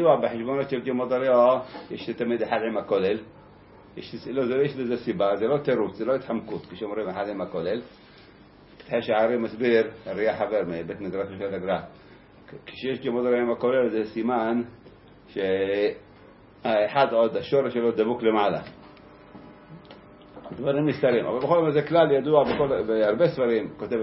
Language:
Hebrew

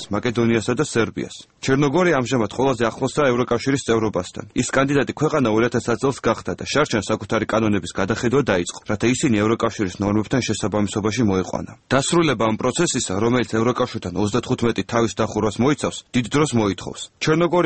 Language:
Georgian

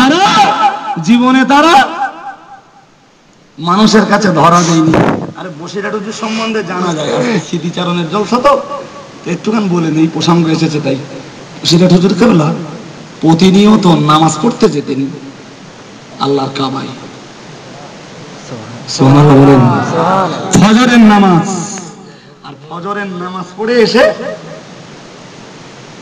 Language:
Bangla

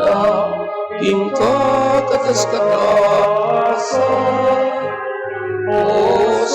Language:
Pampanga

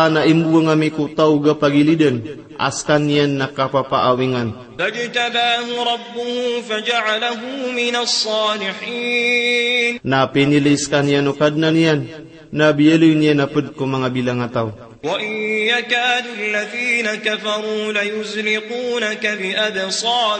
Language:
Maranao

